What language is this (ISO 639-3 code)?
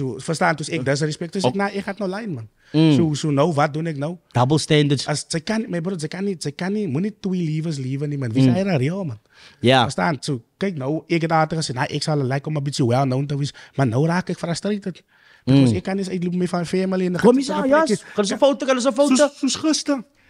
afr